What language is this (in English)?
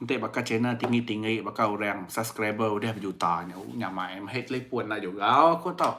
Iban